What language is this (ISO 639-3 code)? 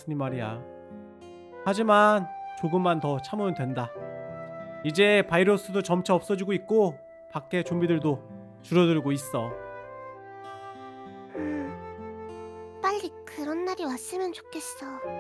kor